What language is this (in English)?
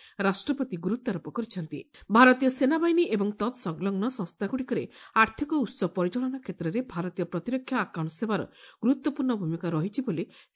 Odia